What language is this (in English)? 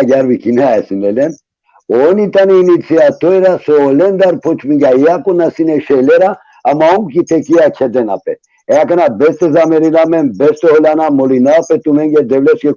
Balkan Romani